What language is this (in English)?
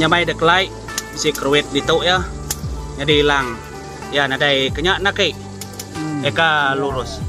Iban